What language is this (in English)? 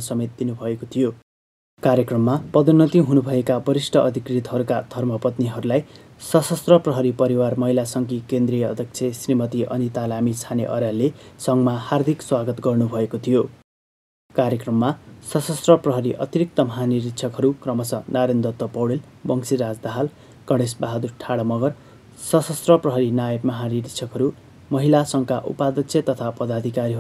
Nepali